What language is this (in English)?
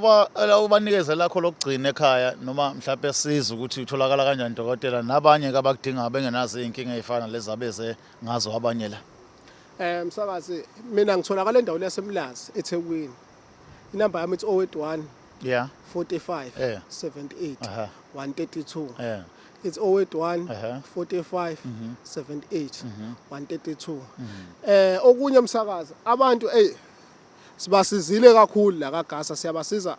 Zulu